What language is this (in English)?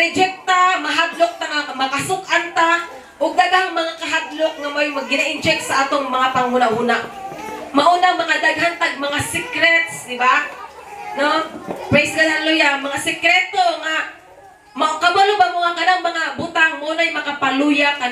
Cebuano